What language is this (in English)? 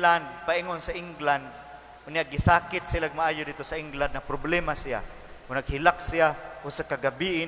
Cebuano